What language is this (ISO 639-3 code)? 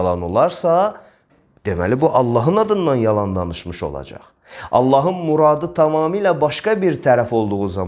aze